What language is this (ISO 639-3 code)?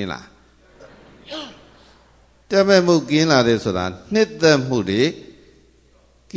mya